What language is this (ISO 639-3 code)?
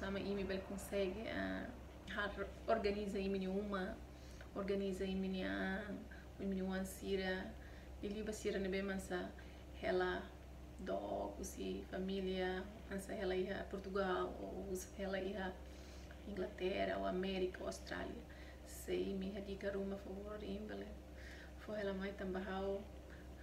tet